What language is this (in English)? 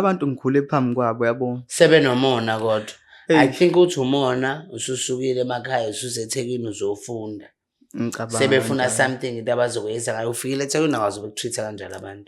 Zulu